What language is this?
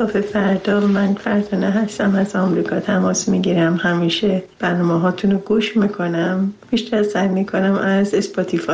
Persian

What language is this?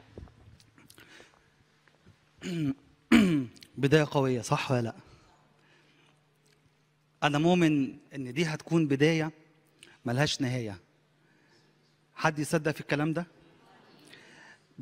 Egyptian Arabic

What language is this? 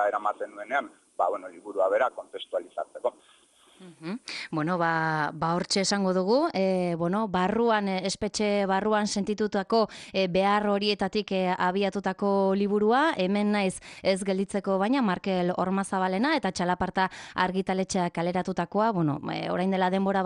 Basque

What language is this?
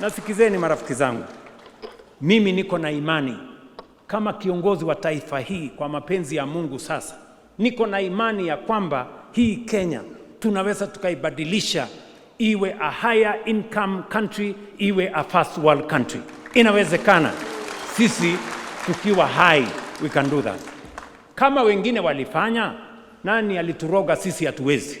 Swahili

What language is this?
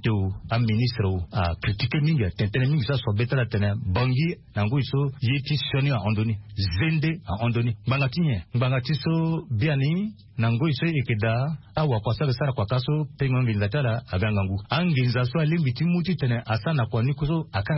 Sango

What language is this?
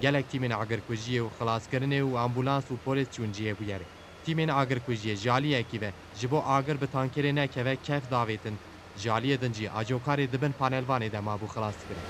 Kurdish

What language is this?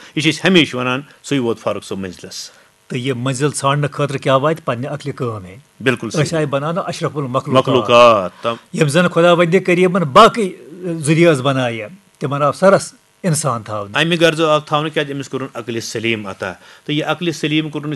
Kashmiri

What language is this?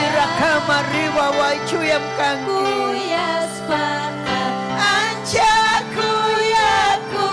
Ayacucho Quechua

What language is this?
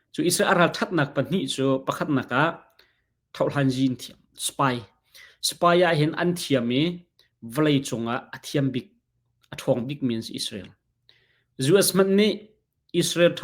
Hakha Chin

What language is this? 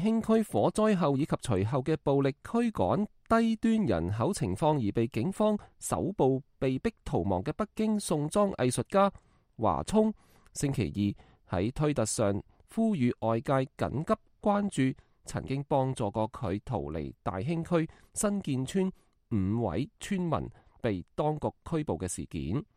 Cantonese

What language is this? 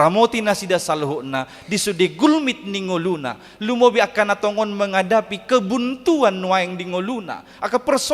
Batak Toba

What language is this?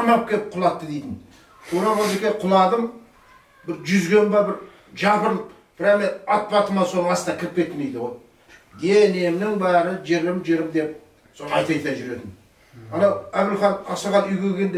Kazakh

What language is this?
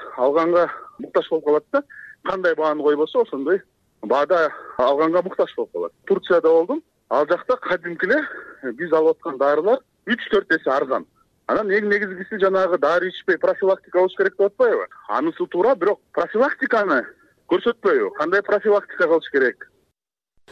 Kyrgyz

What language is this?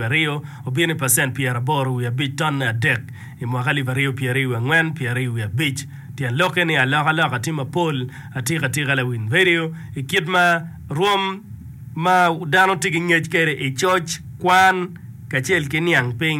Acoli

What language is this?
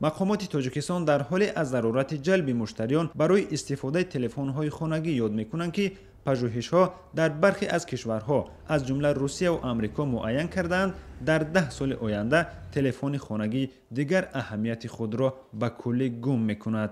Tajik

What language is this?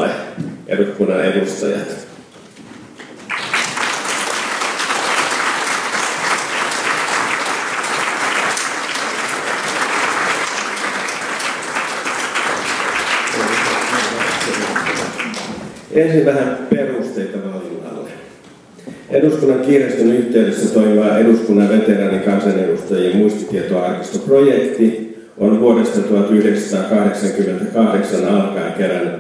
Finnish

